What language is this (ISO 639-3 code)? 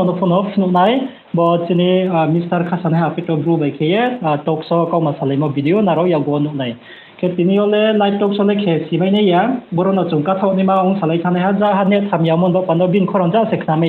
ria